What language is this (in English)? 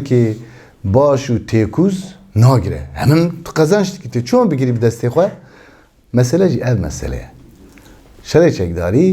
Kurdish